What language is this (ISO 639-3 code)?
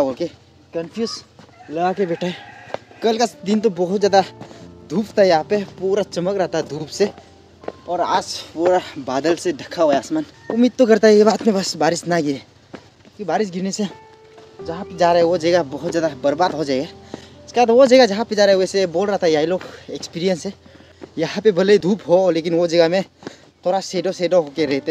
hin